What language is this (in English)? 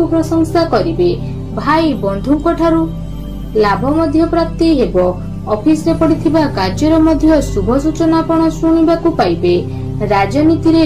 Odia